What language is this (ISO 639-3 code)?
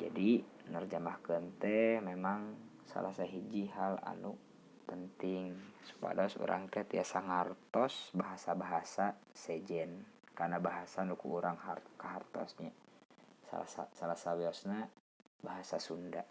sun